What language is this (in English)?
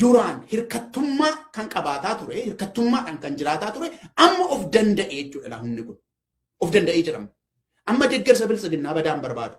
Oromo